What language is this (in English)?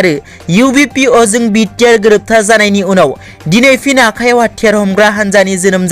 Bodo